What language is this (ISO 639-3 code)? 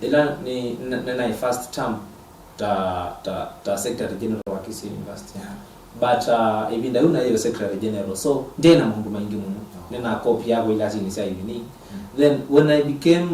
kam